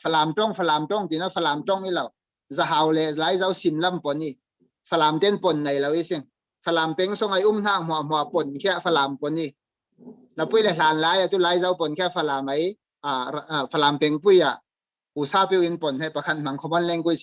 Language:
Falam Chin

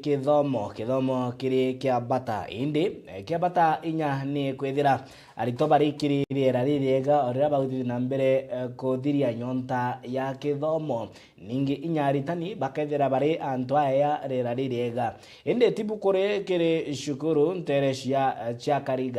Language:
Meru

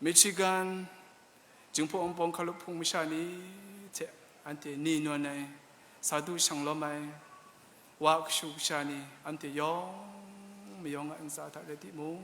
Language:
Kachin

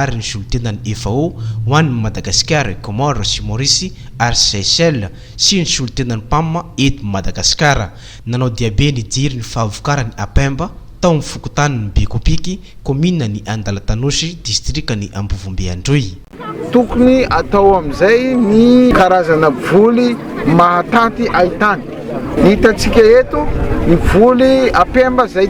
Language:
Malagasy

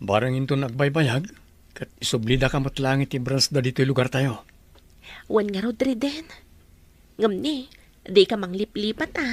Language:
Iloko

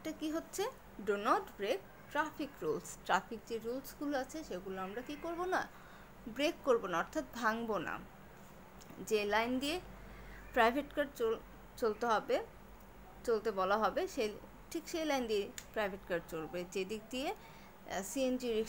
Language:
Bangla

